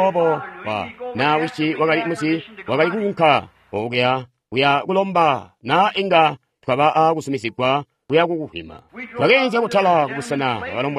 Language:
Tonga (Zambia)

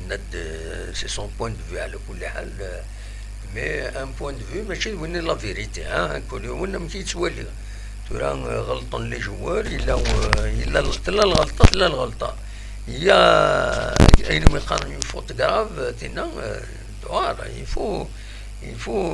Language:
Kabyle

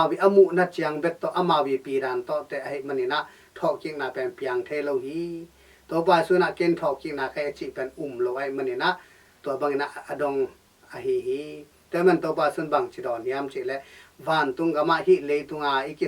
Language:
Tedim Chin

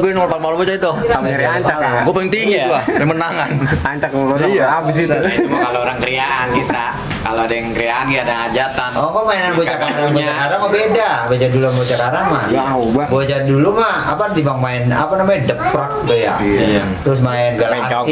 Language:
Betawi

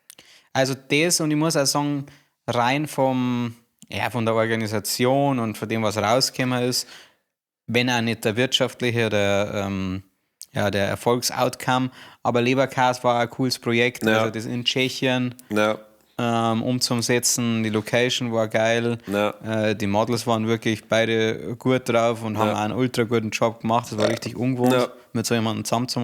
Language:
Bavarian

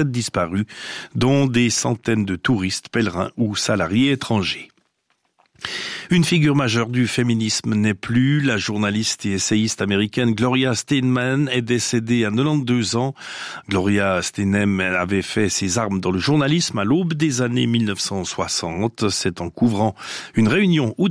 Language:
French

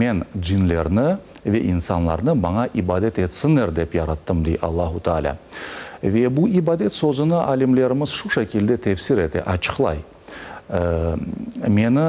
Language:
Crimean Tatar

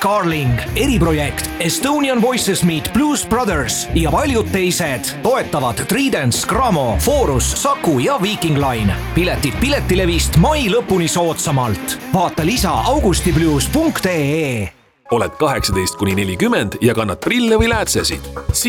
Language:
Estonian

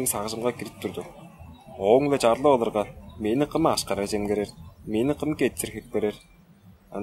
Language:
Tuvinian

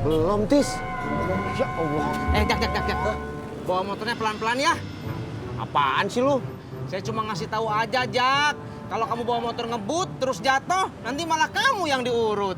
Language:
Betawi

